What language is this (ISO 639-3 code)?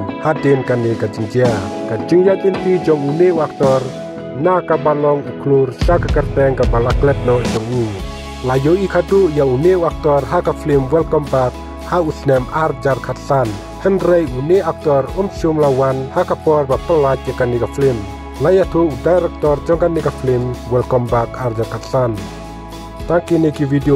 kha